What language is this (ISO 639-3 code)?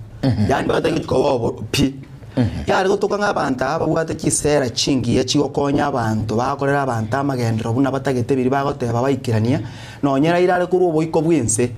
guz